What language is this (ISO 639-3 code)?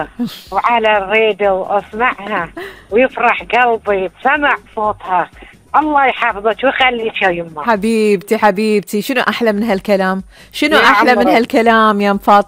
afb